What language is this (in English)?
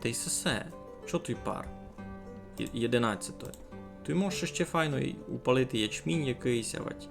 Rusyn